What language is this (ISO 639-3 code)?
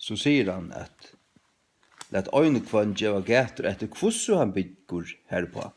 fao